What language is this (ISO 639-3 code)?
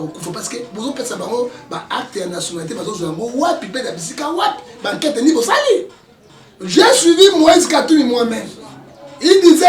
lin